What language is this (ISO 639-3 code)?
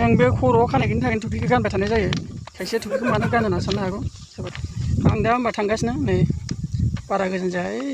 brx